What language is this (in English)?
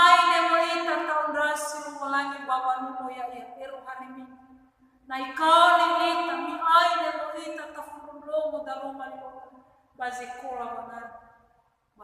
Nias